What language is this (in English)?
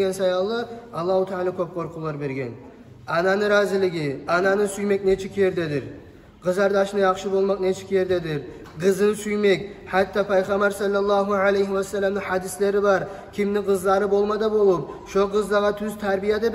Kumyk